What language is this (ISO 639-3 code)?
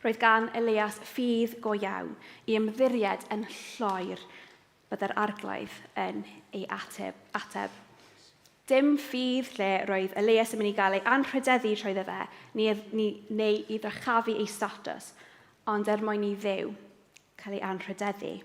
cym